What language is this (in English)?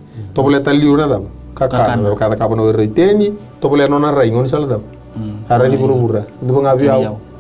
Fijian